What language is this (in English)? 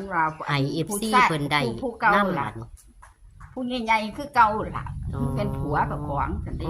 Northeastern Thai